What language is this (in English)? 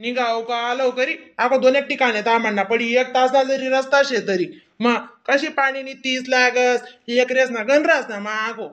Khandesi